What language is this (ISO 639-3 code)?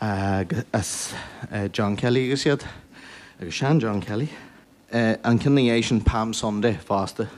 gle